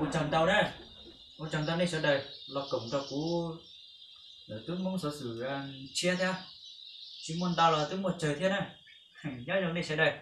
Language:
Hmong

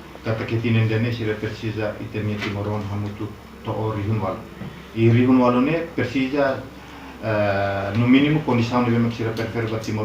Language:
Tetum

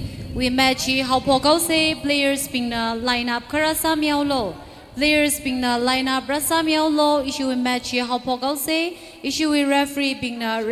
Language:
Tangkhul Naga (India)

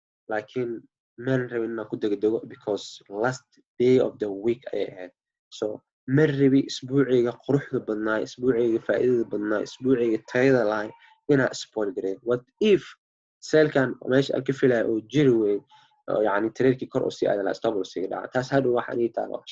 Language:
Somali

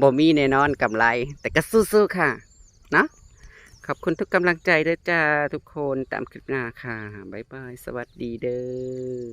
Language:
Northeastern Thai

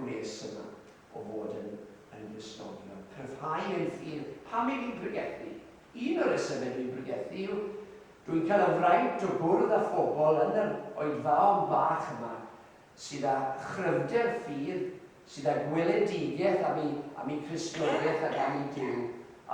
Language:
Welsh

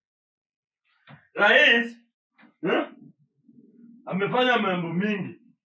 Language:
Swahili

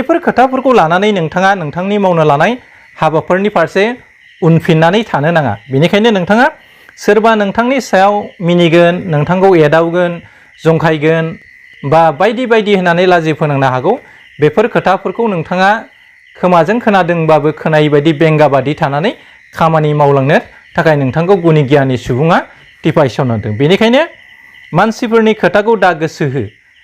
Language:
Bodo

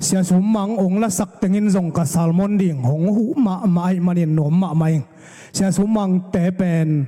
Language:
Tedim Chin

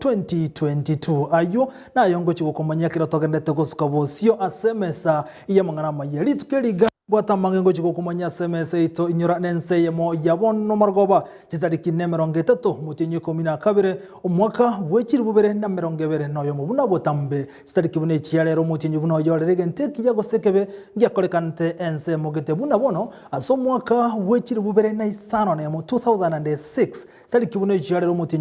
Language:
Gusii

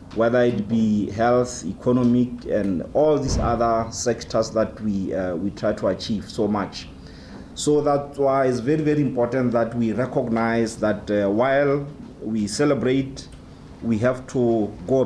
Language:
Tswana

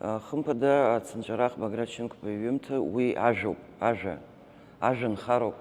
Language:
Abkhazian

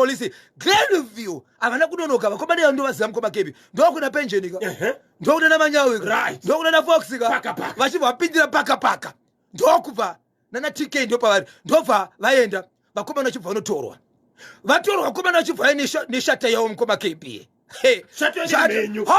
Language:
Shona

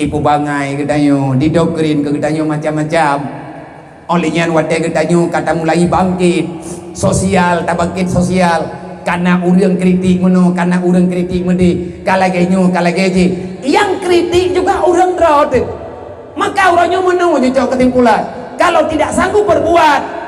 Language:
Achinese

